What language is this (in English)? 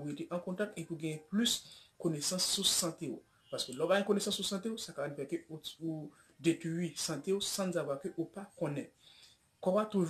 Haitian Creole